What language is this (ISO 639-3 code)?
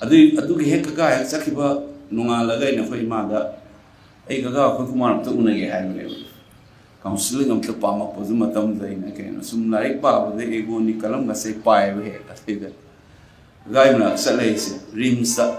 mni